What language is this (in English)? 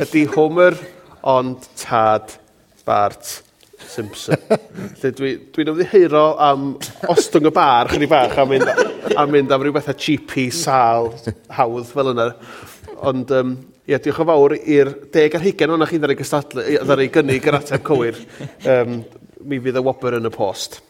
Welsh